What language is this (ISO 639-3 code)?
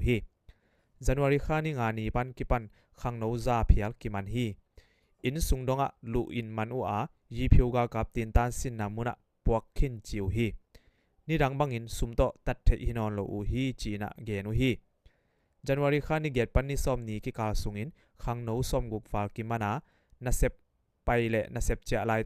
ctd